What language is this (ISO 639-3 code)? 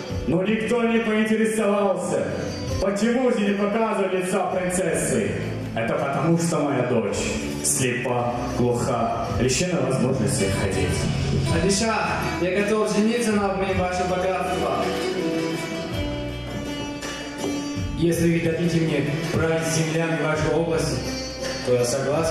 rus